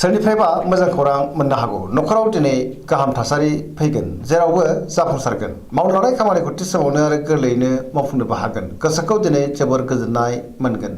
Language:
Bodo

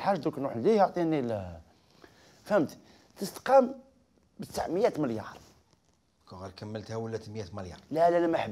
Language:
Algerian Arabic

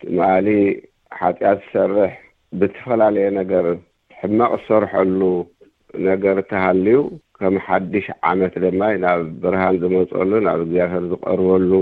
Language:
Tigrinya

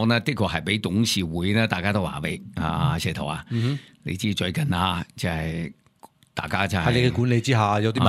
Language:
Cantonese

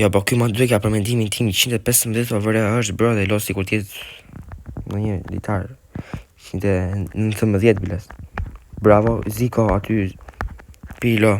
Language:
Albanian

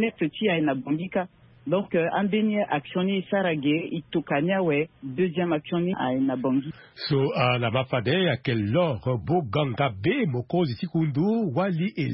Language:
Sango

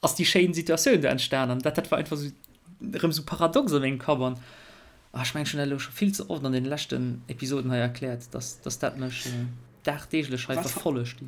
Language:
Luxembourgish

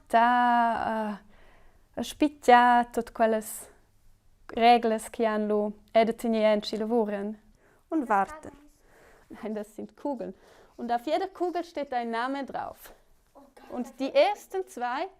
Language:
Romansh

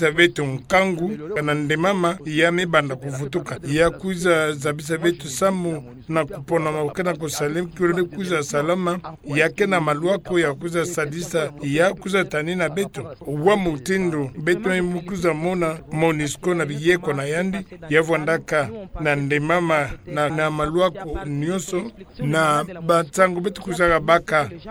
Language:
Kituba (Democratic Republic of Congo)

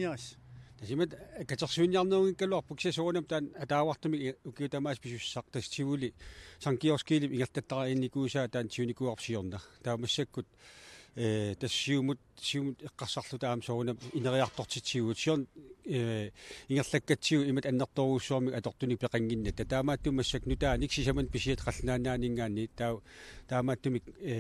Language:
Kalaallisut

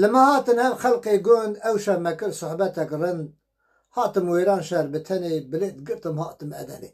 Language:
Kurdish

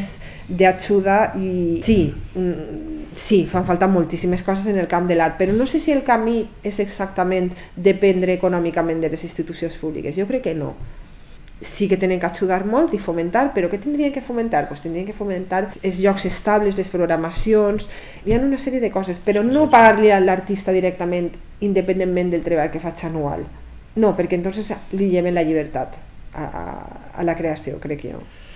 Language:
Catalan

